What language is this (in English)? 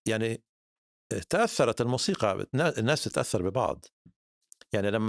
North Levantine Arabic